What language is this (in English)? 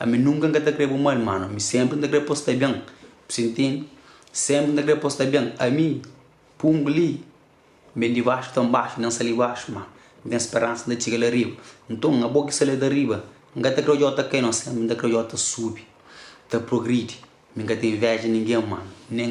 Kabuverdianu